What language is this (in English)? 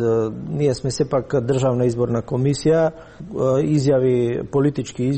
Macedonian